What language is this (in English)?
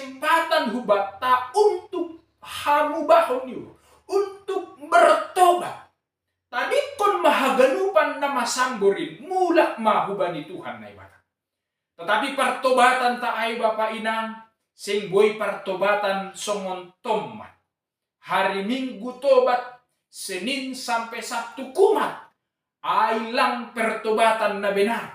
Batak Simalungun